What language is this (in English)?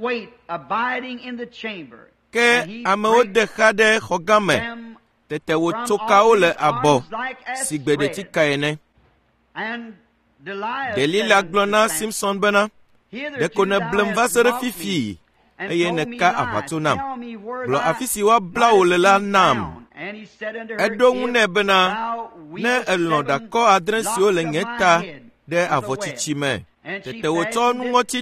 Ewe